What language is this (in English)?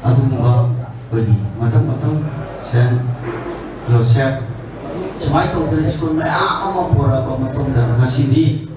Manipuri